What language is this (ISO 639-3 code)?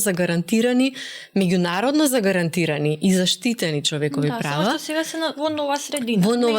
mkd